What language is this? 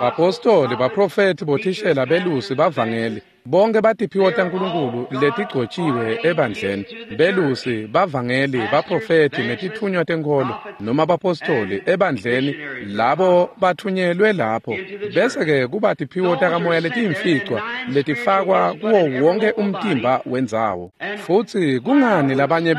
Swati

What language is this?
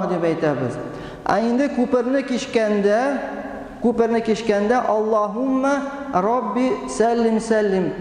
Tatar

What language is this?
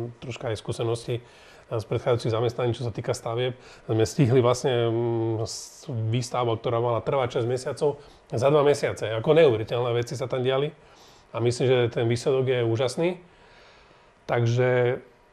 Slovak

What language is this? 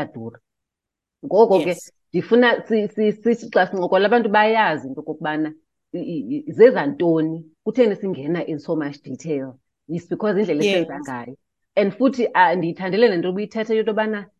Xhosa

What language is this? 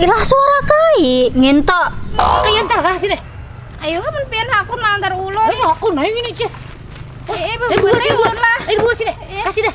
Banjar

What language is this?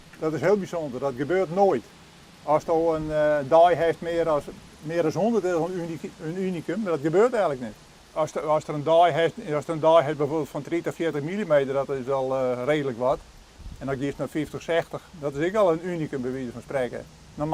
Western Frisian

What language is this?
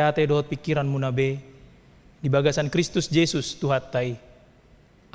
Batak Toba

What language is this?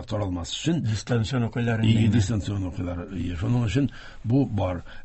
Tatar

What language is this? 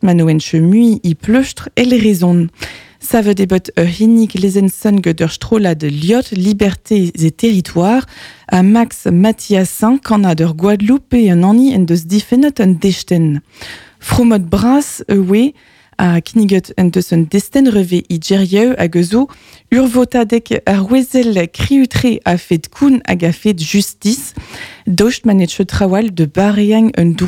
Breton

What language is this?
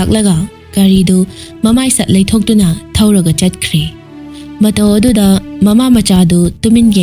Manipuri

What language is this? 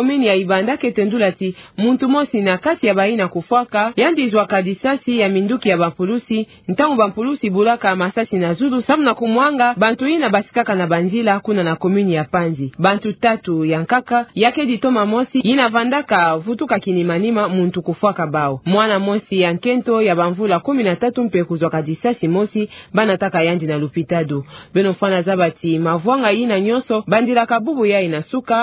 Kituba (Democratic Republic of Congo)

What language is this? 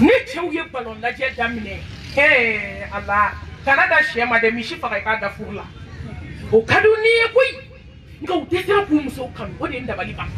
Bambara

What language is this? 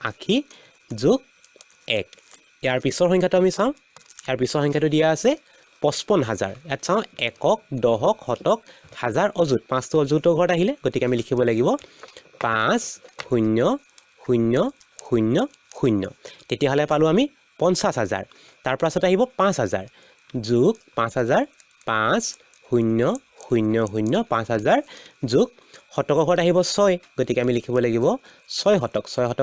Assamese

